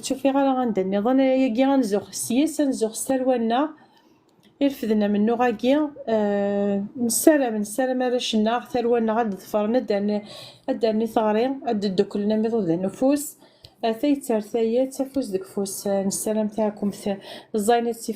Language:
Kabyle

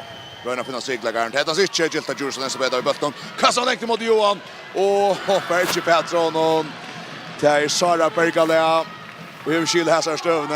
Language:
Faroese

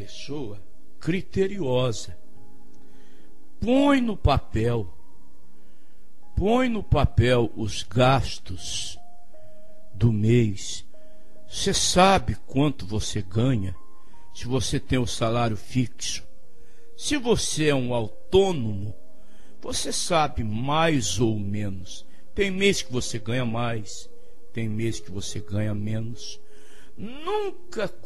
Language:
Portuguese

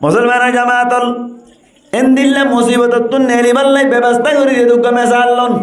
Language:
Rohingya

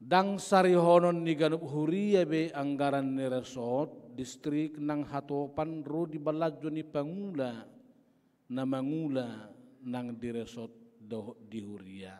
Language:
Batak Toba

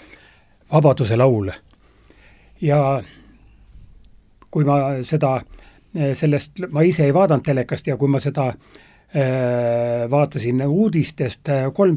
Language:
Estonian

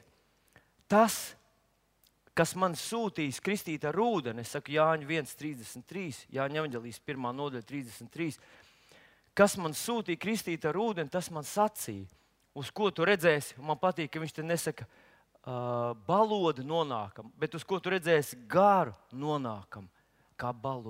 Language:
Latvian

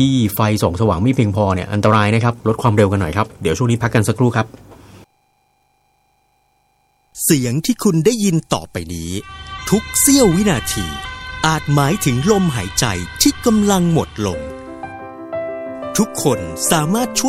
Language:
Thai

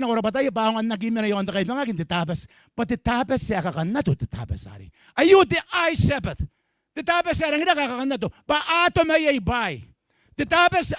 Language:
Gilbertese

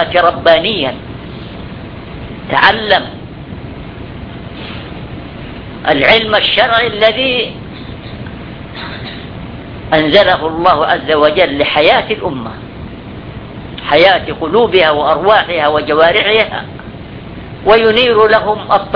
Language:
Arabic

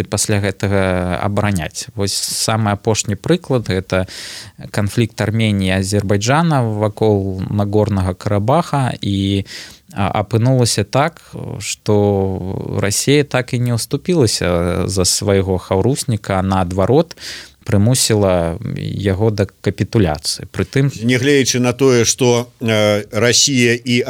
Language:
Belarusian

